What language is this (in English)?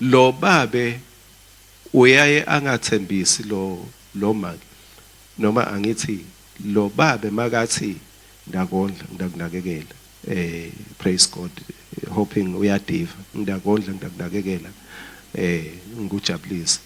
Swati